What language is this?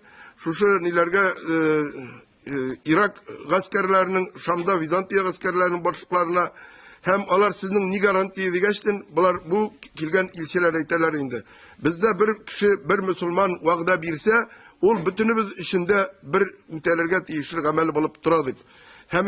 Tatar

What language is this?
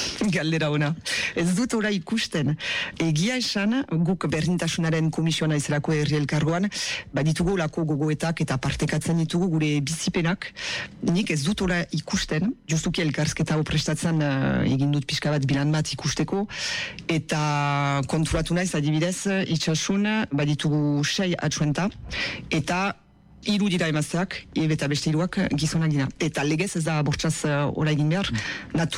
Basque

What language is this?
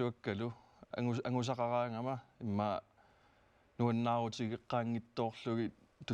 Kalaallisut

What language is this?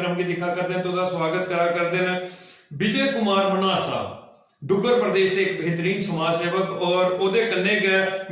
Dogri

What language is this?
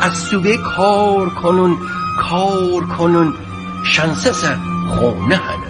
Gilaki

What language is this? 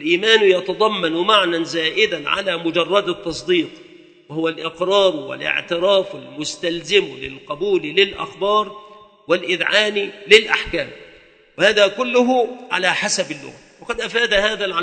Arabic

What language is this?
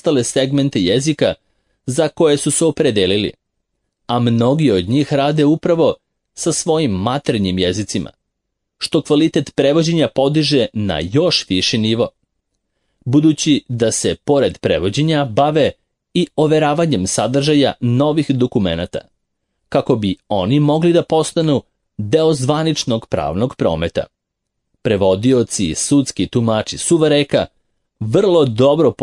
Serbian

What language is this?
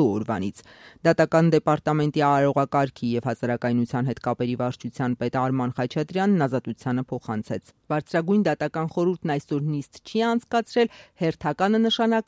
Armenian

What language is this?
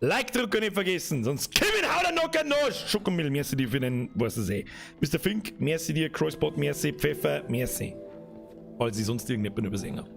Bavarian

